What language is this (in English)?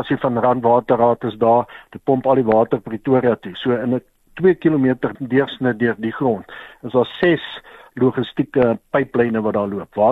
Afrikaans